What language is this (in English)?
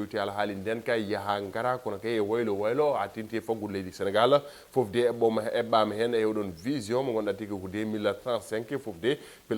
Fula